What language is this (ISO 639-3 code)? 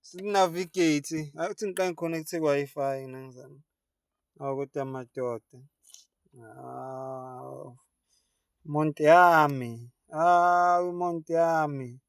zul